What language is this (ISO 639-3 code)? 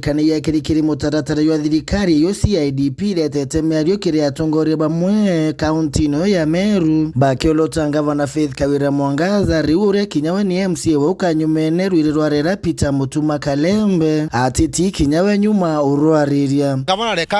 mer